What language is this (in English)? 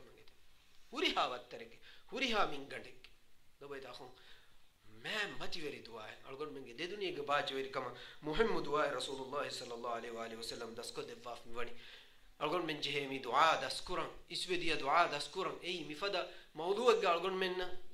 Divehi